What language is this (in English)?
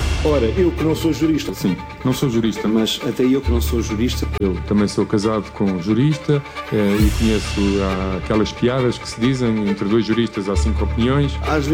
Portuguese